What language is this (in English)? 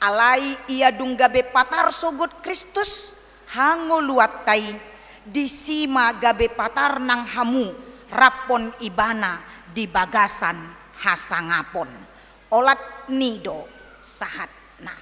Batak Toba